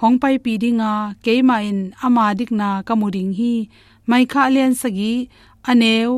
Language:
Tedim Chin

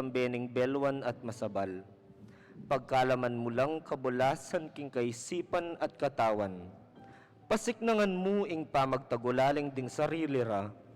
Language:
Pampanga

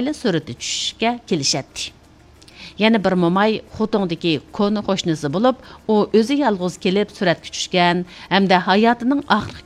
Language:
Uyghur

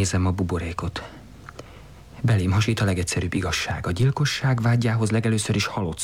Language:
Hungarian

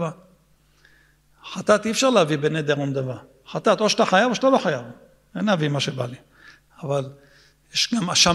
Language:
Hebrew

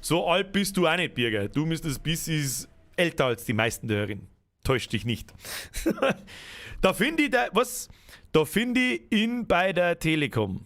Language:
Bavarian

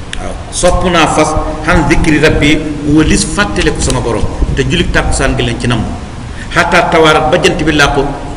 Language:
Wolof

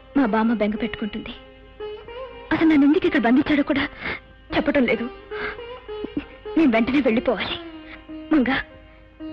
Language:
Telugu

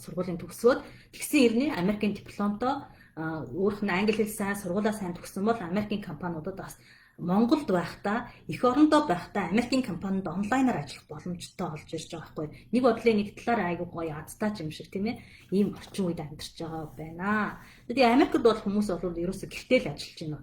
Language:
Mongolian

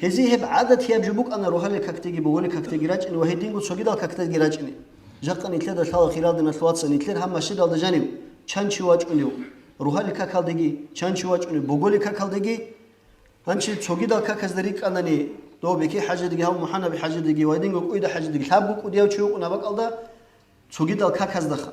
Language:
Avaric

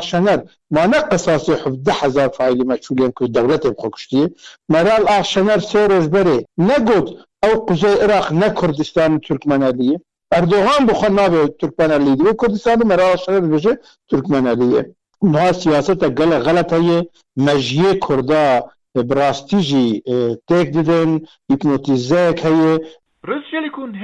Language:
Kurdish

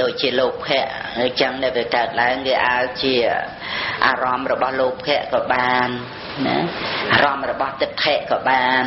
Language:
Khmer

